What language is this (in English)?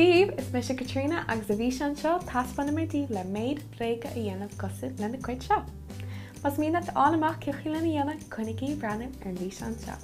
Irish